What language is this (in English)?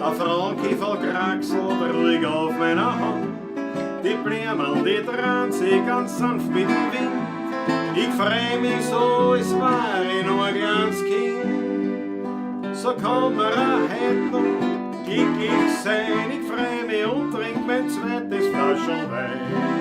Bavarian